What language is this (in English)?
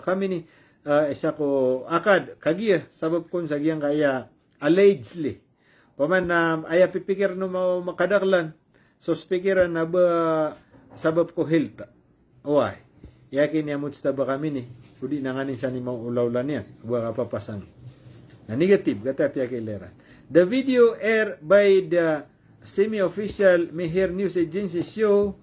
Maranao